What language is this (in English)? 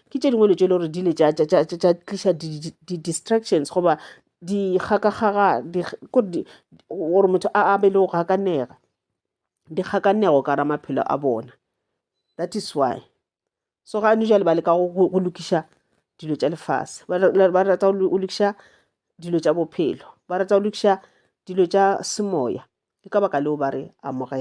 Northern Sotho